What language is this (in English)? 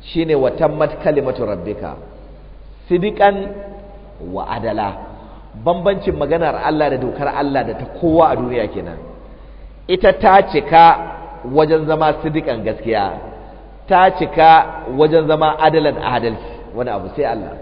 Hausa